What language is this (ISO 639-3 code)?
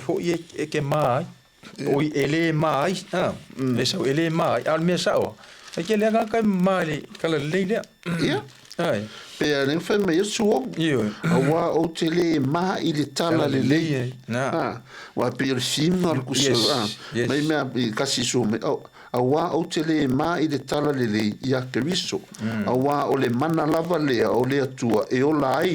smo